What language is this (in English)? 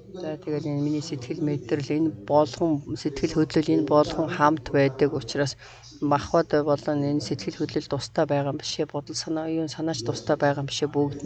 Mongolian